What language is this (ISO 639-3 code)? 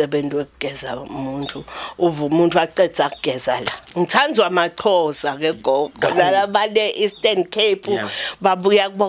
zul